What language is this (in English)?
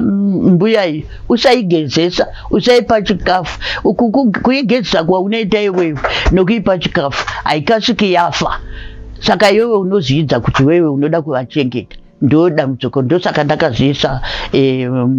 Shona